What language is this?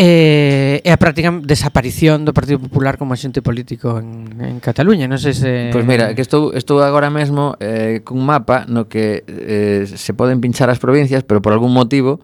Galician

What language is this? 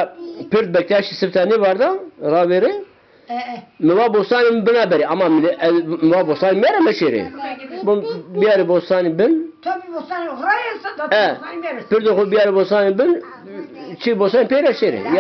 Zaza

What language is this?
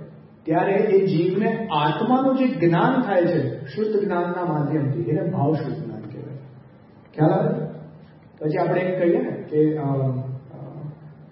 Gujarati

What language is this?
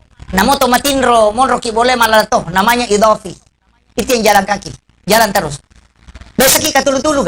Buginese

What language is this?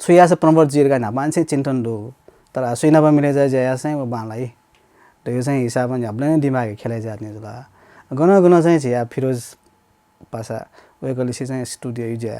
Newari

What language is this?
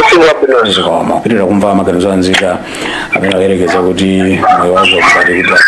Nyanja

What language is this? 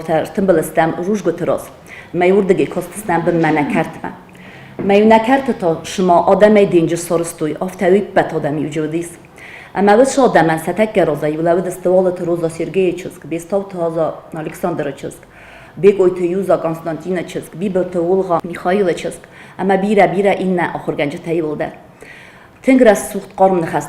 Ossetic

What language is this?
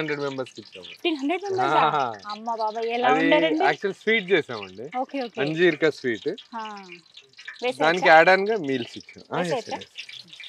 Telugu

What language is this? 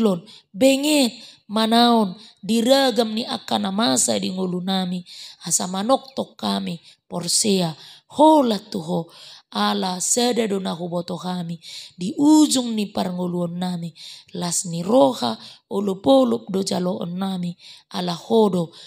Batak Toba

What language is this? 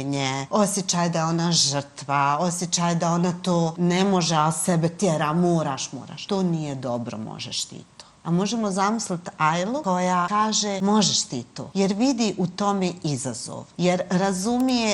Bosnian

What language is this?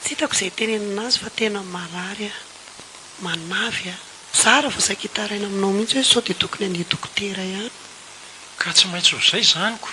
Malagasy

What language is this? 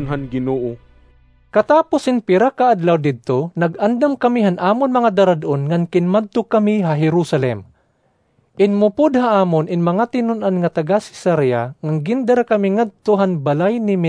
Waray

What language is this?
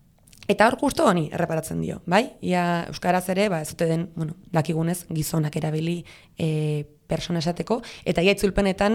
Basque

